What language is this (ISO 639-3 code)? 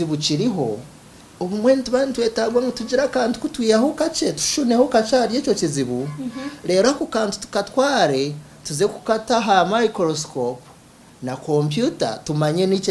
nyn